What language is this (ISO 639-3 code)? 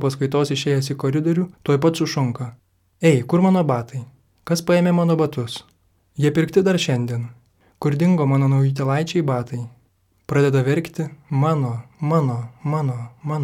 lit